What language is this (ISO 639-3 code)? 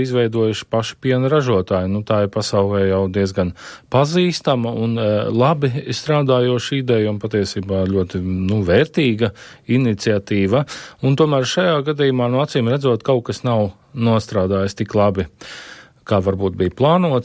lav